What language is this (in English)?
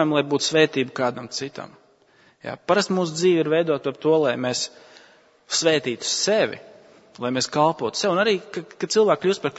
Latvian